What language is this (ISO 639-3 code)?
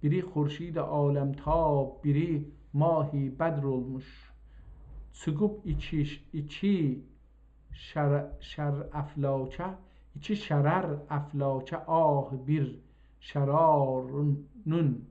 azb